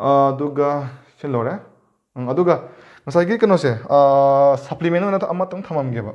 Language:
Manipuri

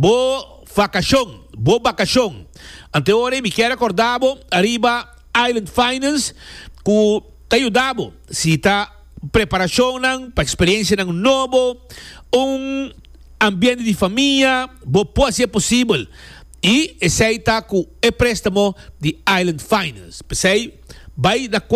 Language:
Papiamento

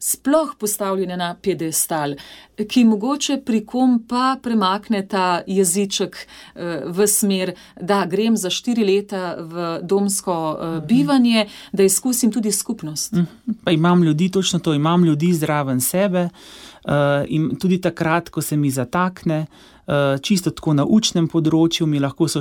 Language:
Slovenian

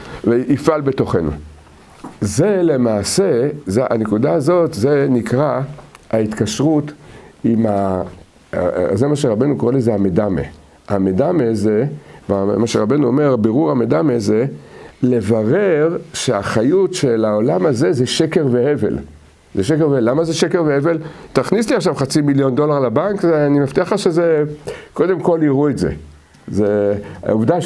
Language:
Hebrew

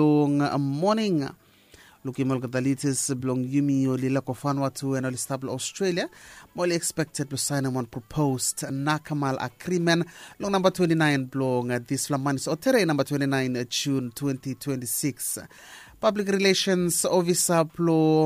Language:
Bislama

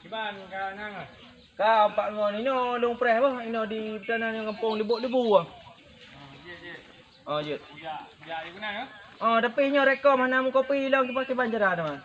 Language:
Achinese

